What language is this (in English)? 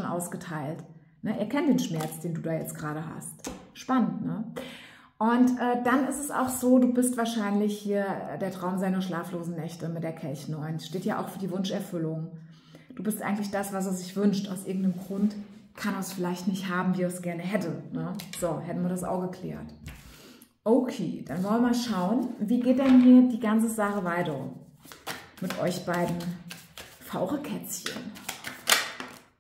German